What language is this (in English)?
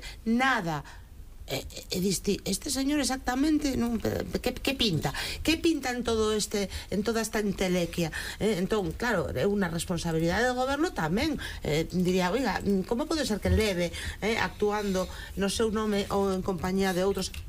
Galician